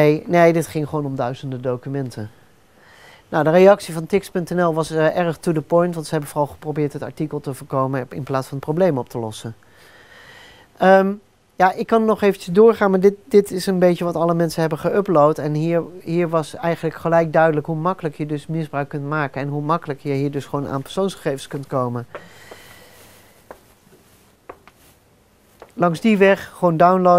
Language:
Dutch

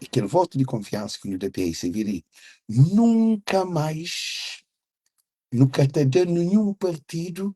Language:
Kabuverdianu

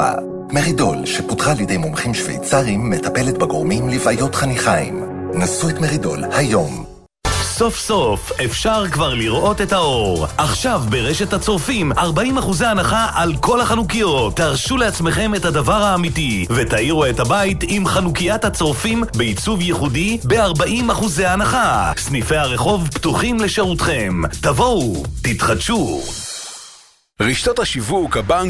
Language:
Hebrew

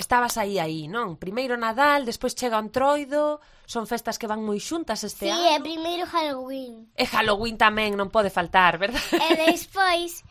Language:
Galician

